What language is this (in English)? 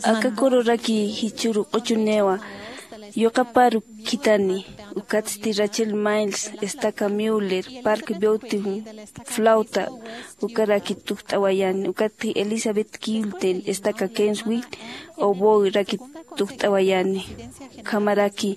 Aymara